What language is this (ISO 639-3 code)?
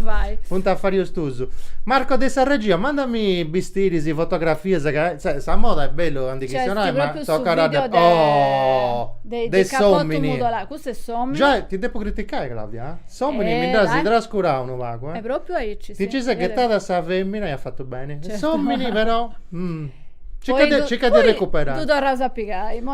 srd